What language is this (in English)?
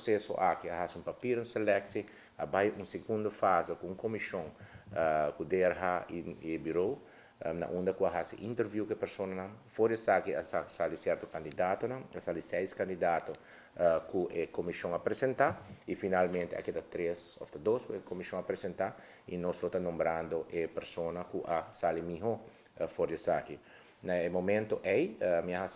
Papiamento